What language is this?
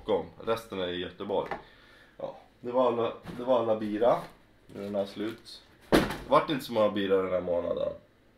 Swedish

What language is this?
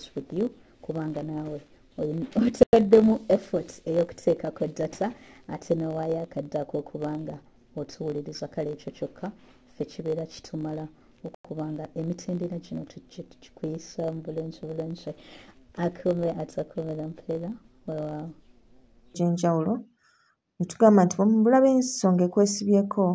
Ganda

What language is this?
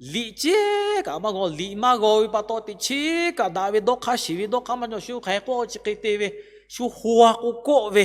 Lahu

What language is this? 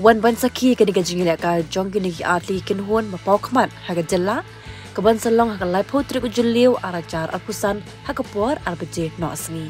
Khasi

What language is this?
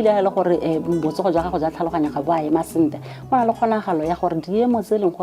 Tswana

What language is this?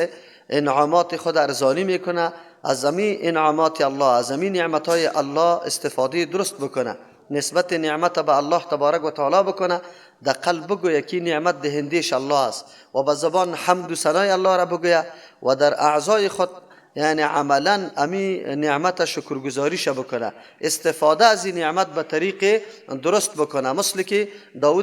Persian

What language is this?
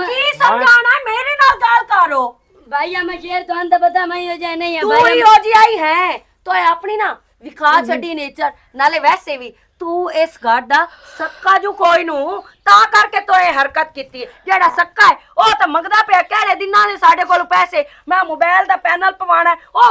Western Panjabi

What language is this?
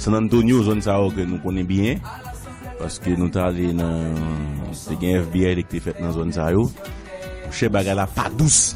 Haitian Creole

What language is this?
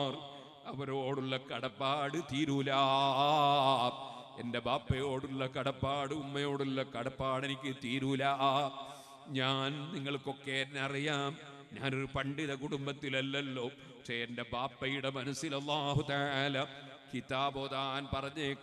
Malayalam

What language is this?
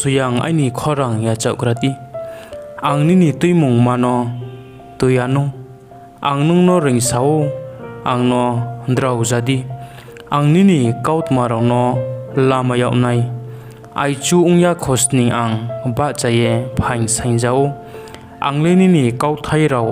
Riang (India)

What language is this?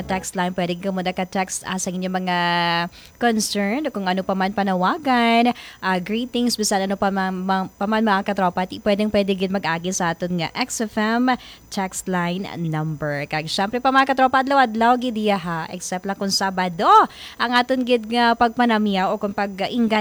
Hiligaynon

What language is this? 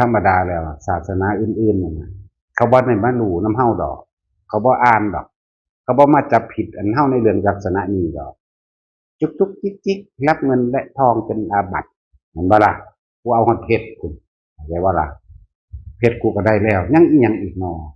Northeastern Thai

